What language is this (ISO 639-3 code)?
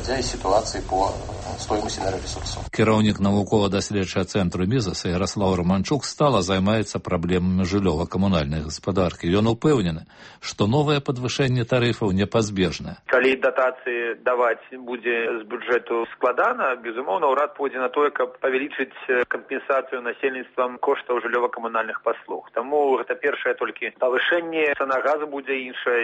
bel